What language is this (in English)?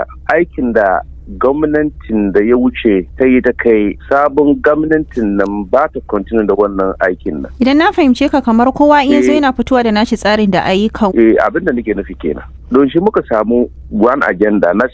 Hausa